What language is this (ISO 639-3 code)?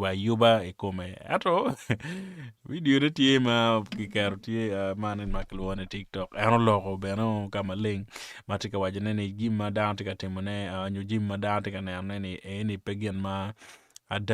ach